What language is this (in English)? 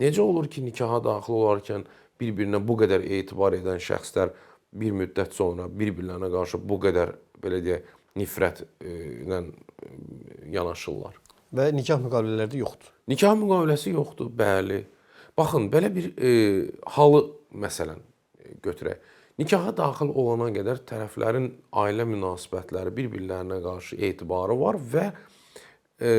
Azerbaijani